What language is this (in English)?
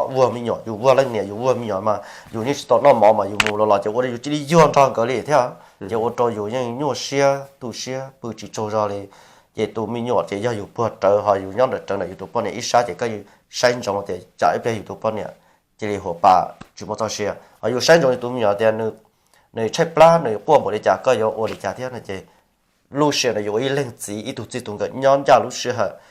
Hmong